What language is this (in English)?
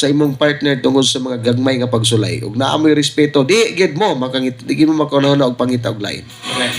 Cebuano